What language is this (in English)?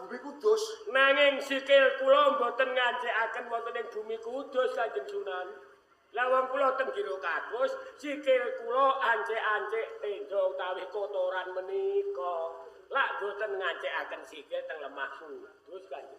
Javanese